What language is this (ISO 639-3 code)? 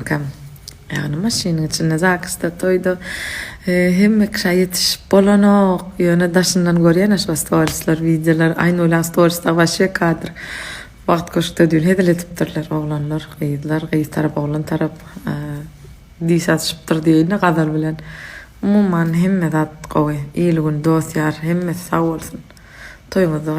tuk